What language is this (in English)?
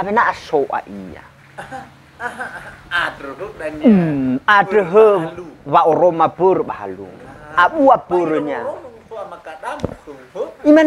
Nias